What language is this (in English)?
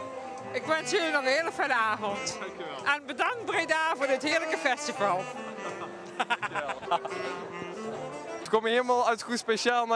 Dutch